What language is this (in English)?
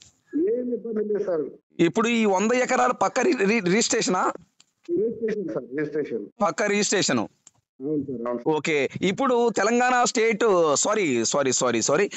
Telugu